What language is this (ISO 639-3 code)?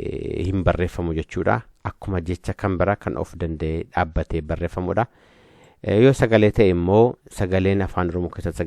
orm